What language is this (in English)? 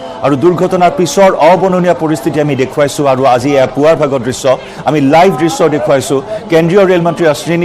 Assamese